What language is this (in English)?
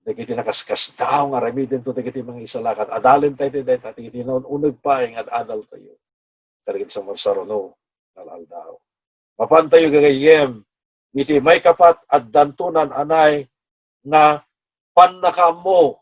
Iloko